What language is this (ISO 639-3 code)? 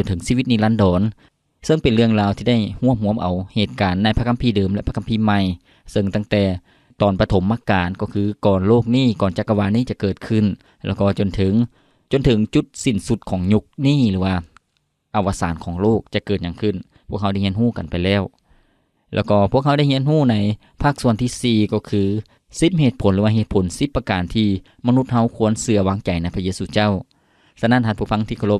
lao